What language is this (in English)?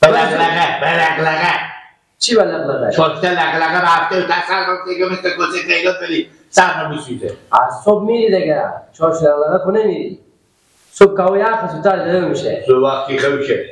Persian